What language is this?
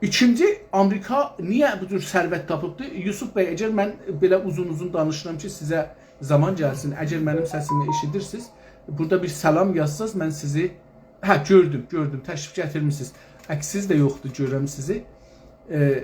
South Azerbaijani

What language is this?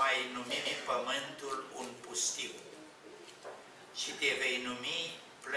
Romanian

